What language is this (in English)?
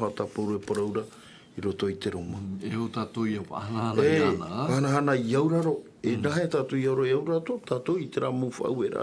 Tahitian